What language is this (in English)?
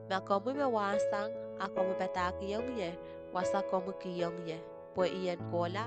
Pohnpeian